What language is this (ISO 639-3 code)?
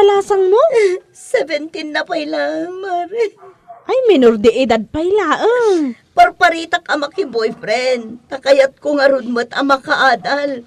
ilo